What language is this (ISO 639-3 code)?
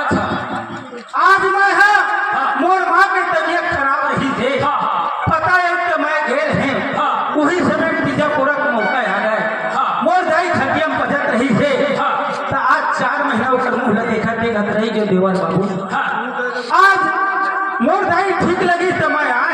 hne